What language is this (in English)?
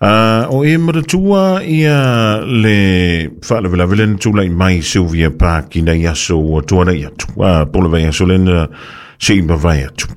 Samoan